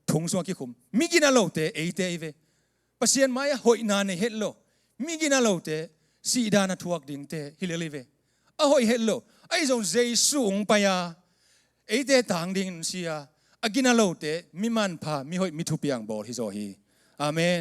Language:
Tedim Chin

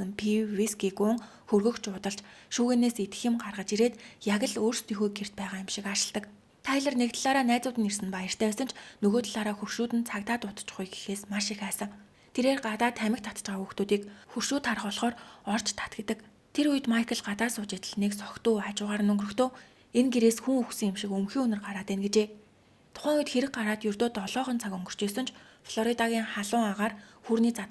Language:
Mongolian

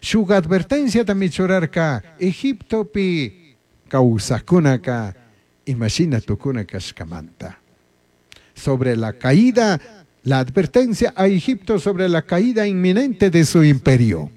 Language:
Chimborazo Highland Quichua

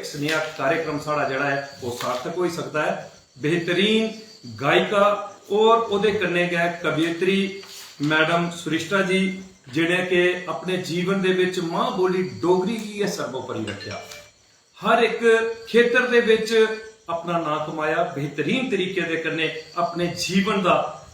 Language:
Dogri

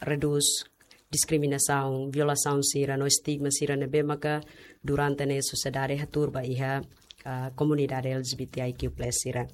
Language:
Tetum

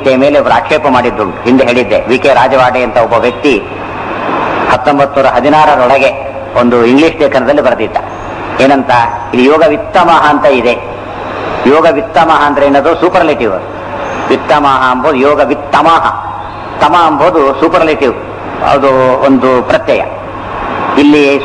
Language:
Kannada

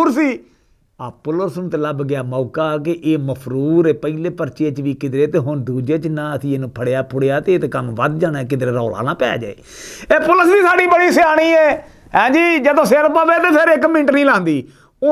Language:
Western Panjabi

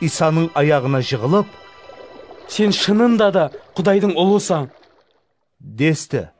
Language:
Kara-Kalpak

